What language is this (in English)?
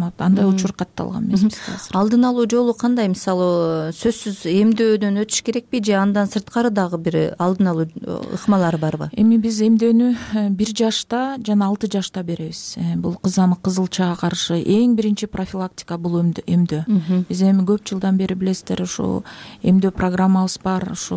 Kyrgyz